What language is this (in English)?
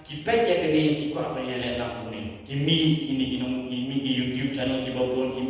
Khasi